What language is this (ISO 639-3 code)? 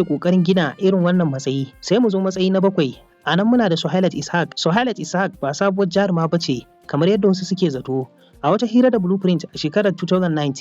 hau